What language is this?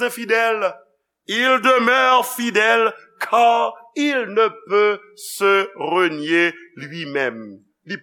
Haitian Creole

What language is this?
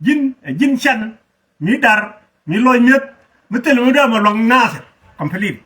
Nuer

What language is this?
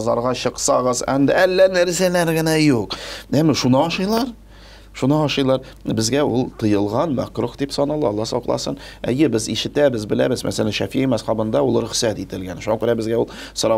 Tatar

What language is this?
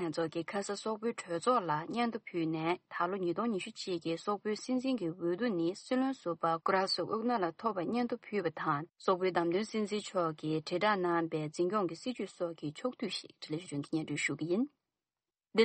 Tibetan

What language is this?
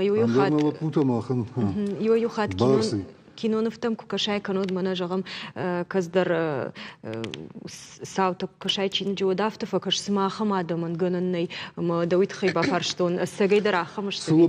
Ossetic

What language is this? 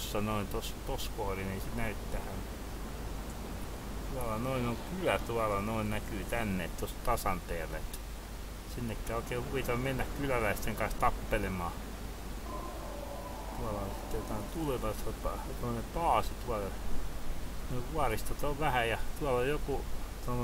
Finnish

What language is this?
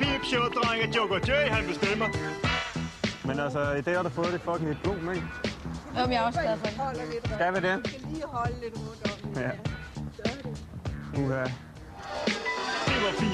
Danish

